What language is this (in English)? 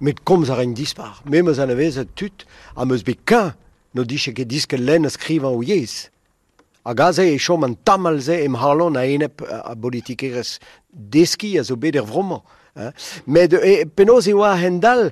Breton